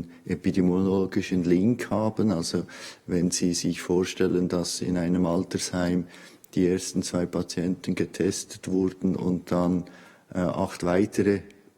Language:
Swiss German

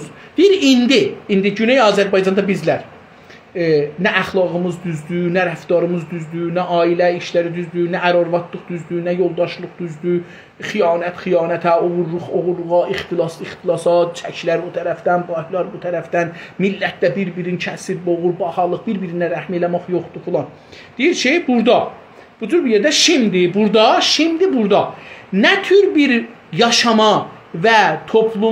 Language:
South Azerbaijani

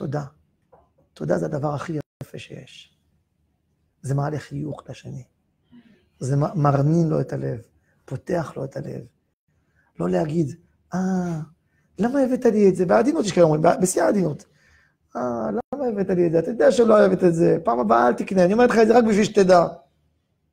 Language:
Hebrew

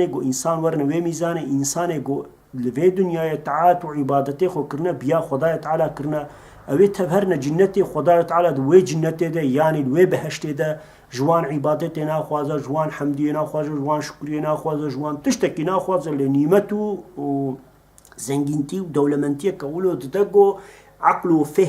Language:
Kurdish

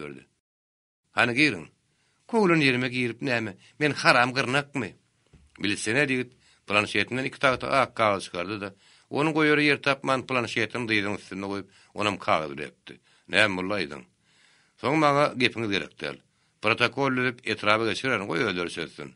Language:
Turkmen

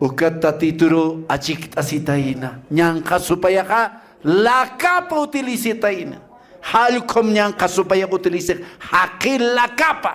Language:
Aymara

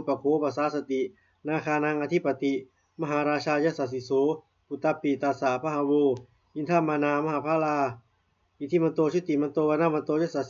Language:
Pali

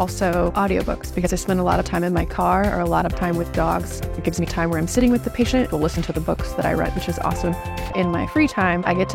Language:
English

